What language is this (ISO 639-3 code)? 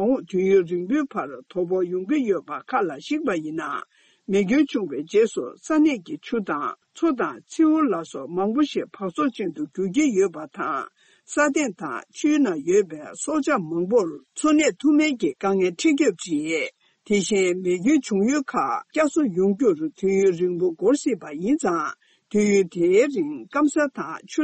bod